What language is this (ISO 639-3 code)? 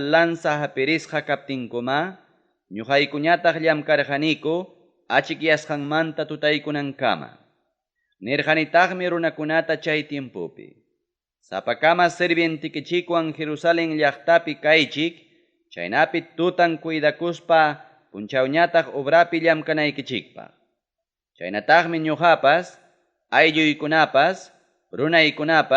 quy